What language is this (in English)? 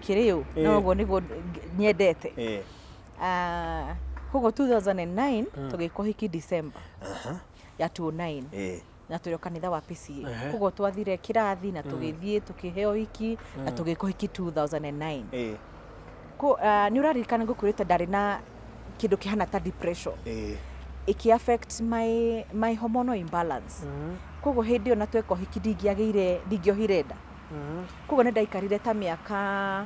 Kikuyu